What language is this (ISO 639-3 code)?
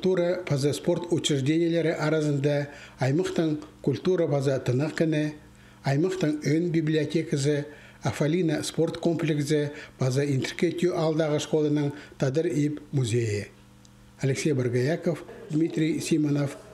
kjh